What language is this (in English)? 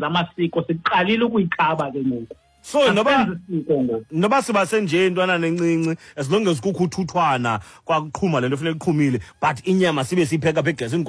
Xhosa